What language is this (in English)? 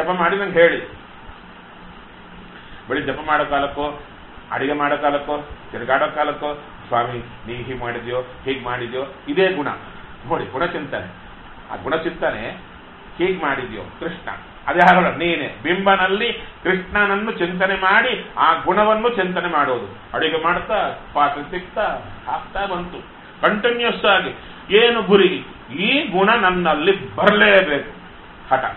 Kannada